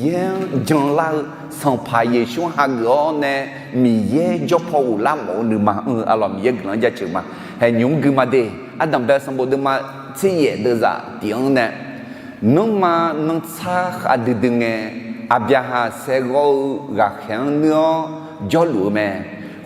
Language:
Akha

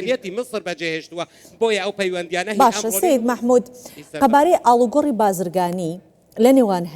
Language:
Central Kurdish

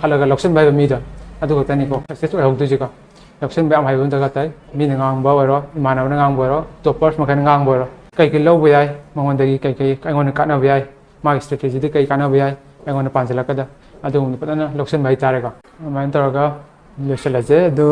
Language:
Manipuri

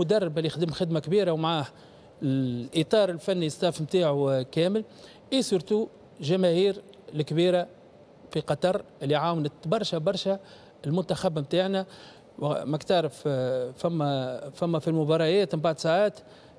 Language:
Tunisian Arabic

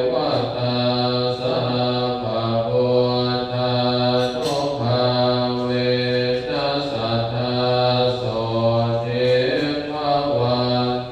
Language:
Pali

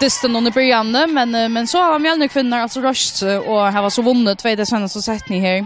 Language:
Faroese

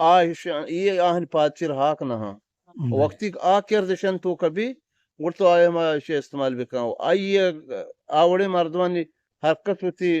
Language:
Eastern Balochi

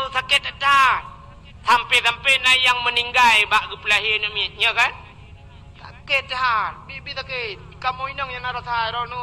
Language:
Achinese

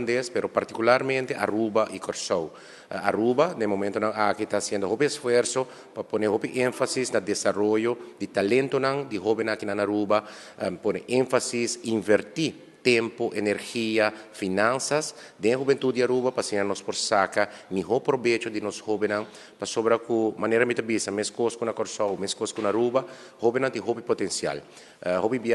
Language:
Papiamento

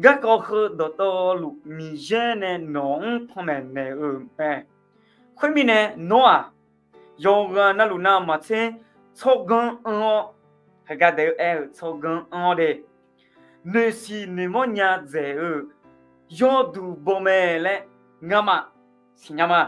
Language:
Akha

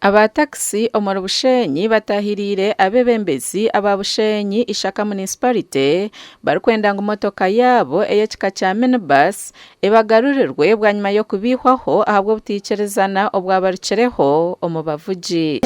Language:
Nyankole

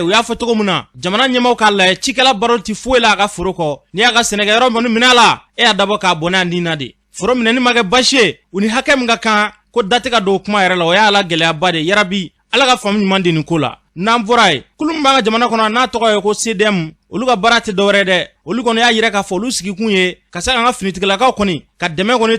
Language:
Bambara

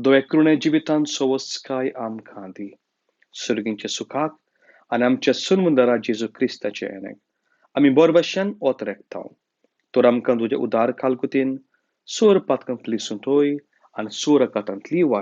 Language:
Konkani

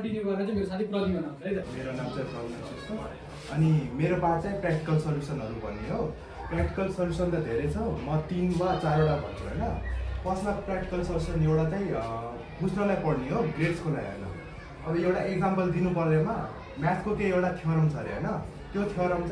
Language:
Nepali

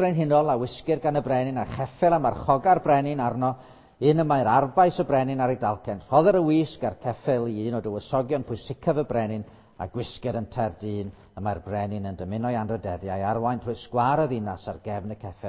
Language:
Welsh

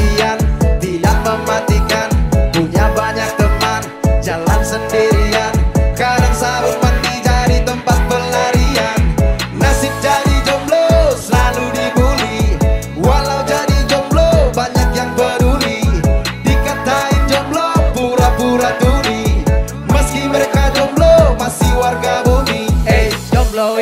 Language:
Indonesian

